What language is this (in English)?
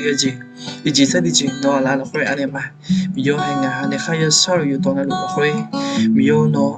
Akha